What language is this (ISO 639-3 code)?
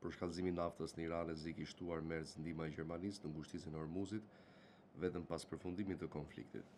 sqi